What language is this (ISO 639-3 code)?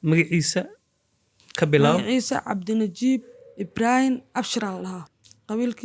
som